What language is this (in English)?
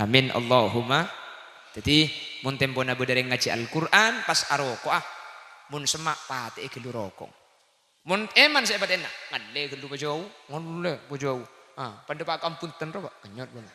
Madurese